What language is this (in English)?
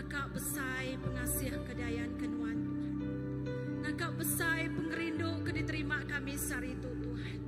Iban